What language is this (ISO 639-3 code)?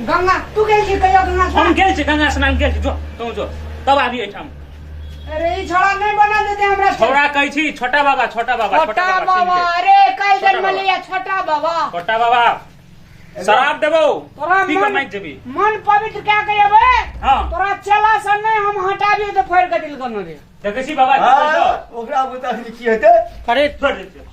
mai